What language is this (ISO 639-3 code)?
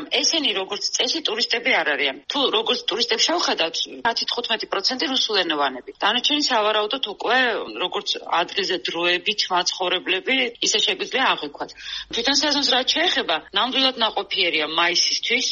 kat